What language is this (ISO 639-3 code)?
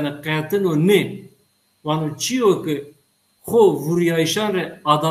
zza